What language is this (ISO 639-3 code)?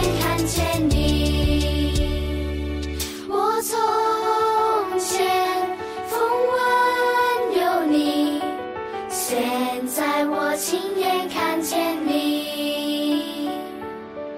zho